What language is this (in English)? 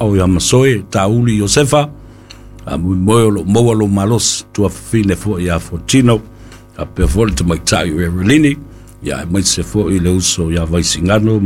Samoan